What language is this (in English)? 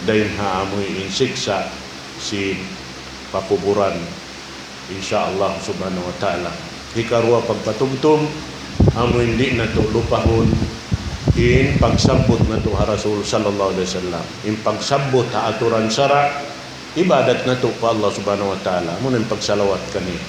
Tausug